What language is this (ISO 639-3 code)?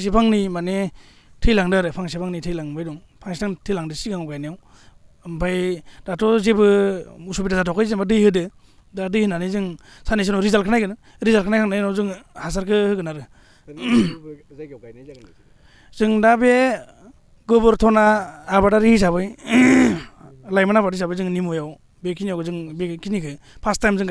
brx